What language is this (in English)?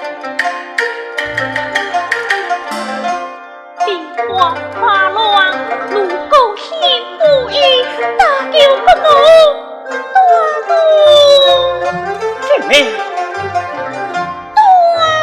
Pu-Xian Chinese